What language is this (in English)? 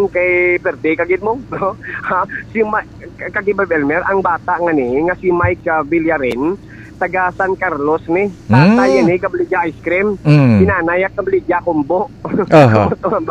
Hiligaynon